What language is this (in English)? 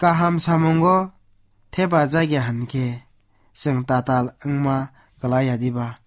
Kok Borok